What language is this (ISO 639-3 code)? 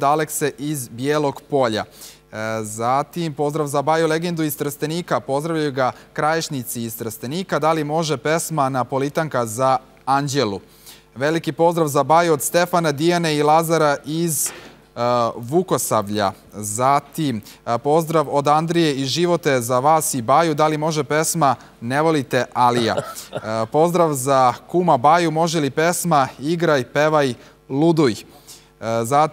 srp